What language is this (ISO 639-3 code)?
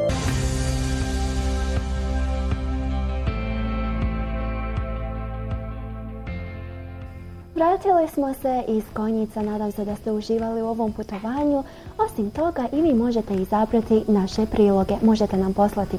bos